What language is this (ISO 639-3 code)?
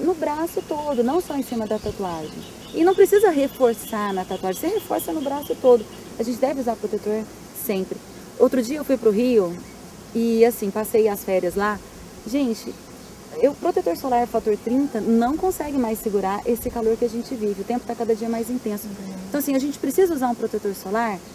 por